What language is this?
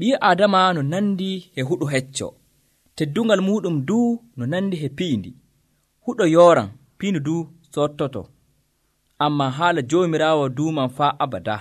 Nigerian Fulfulde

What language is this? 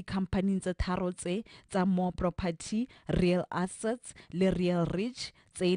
Tswana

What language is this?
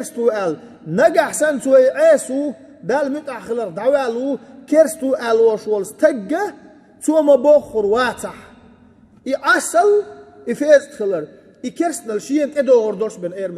Chechen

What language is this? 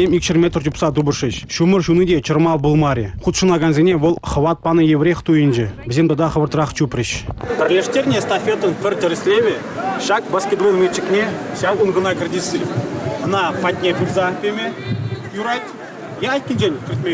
Chuvash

